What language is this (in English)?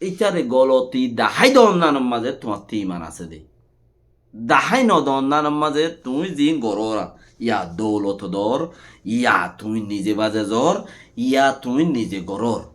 Rohingya